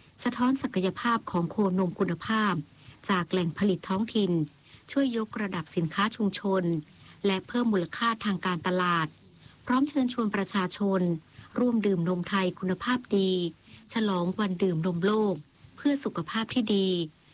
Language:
Thai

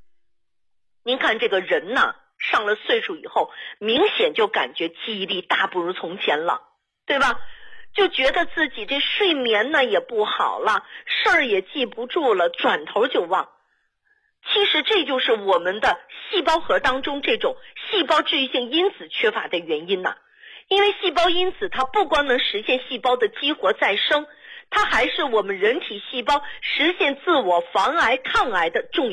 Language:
Chinese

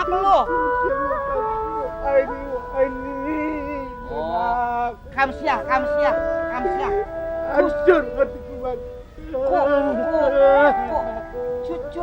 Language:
Betawi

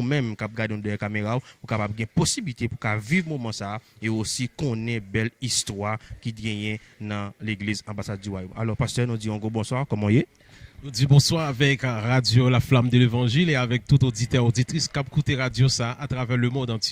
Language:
Haitian Creole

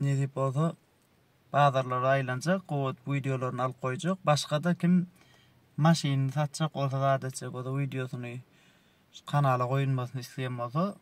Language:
Turkmen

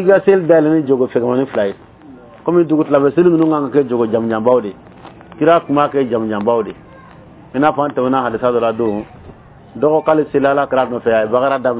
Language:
Bambara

